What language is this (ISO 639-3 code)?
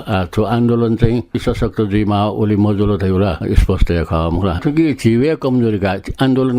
new